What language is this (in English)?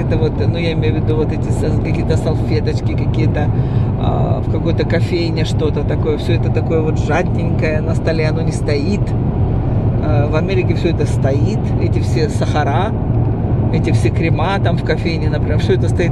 Russian